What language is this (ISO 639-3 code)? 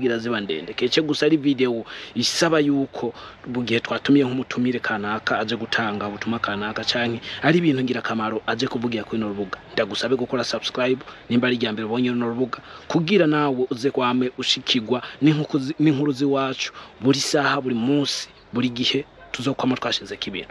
run